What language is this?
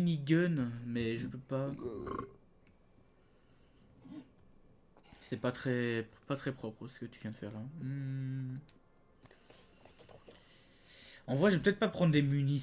French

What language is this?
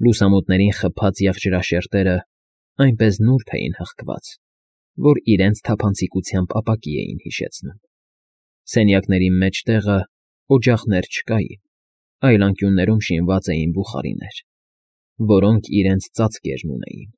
Armenian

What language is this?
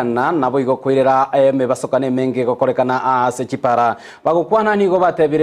Gusii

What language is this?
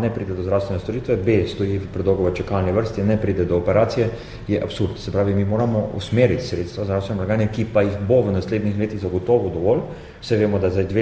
Slovenian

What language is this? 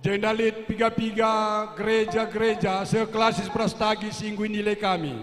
Batak Karo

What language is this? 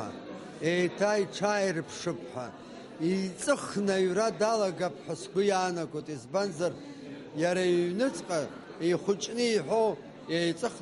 Abkhazian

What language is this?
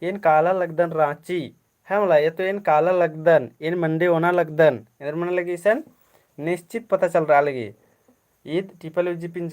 Kurukh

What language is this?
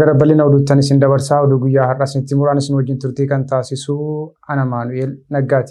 Oromo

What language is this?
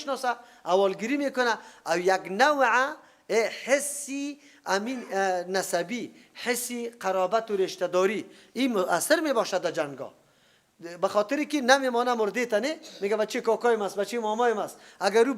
Persian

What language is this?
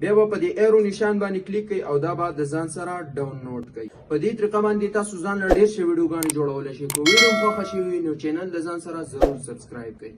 Pashto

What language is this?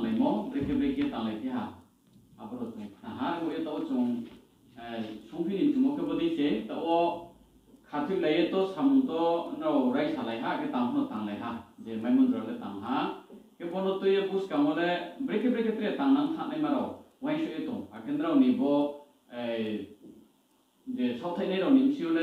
Riang (India)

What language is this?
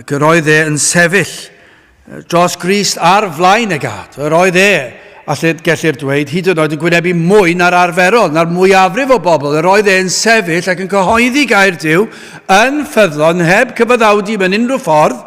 Welsh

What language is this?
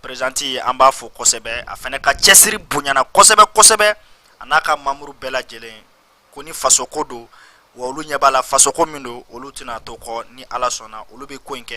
Bambara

